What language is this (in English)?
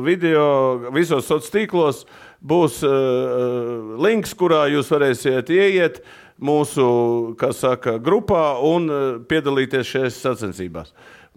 Latvian